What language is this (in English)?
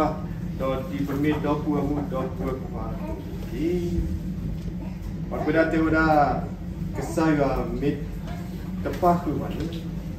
S'gaw Karen